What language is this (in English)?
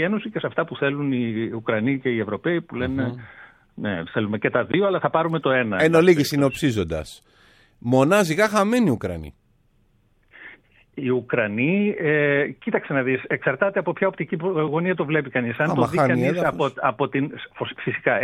Greek